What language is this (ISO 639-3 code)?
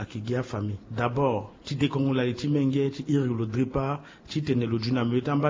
sag